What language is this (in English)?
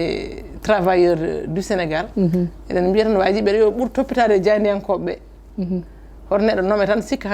Fula